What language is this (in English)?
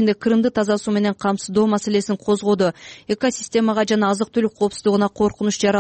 Kyrgyz